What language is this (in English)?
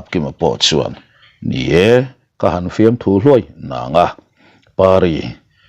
Mizo